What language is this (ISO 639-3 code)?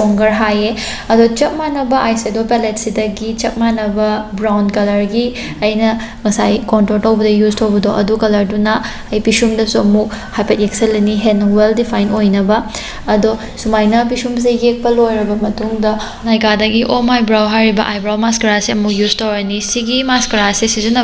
mni